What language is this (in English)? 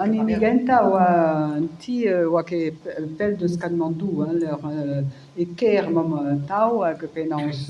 Breton